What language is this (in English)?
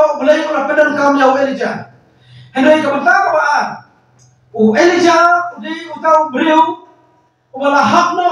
Khasi